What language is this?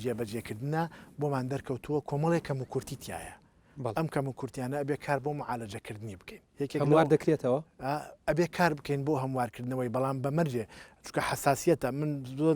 Central Kurdish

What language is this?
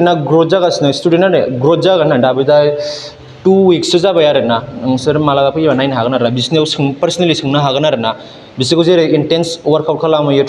Bodo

